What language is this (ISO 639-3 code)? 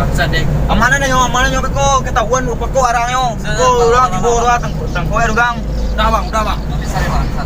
min